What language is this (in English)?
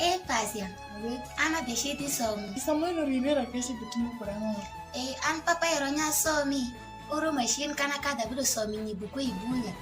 Alur